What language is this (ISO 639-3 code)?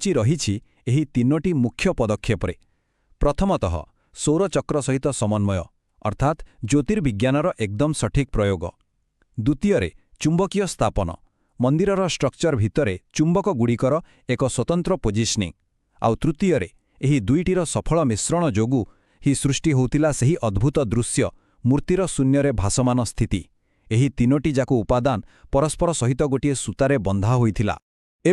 ori